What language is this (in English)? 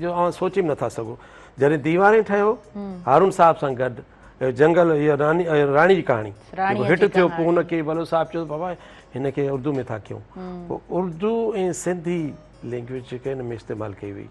Sindhi